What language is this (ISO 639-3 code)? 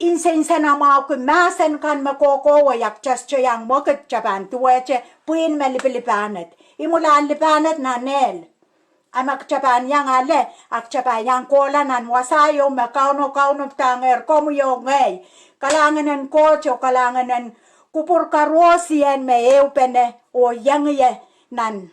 pon